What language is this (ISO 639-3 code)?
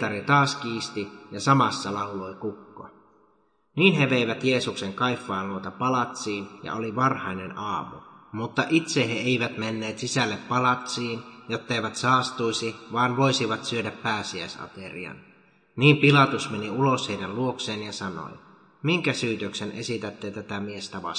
fin